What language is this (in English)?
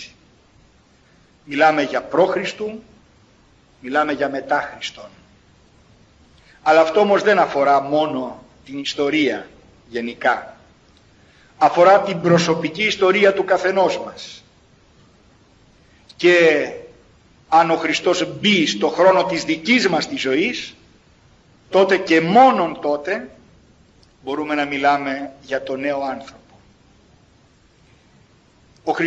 Greek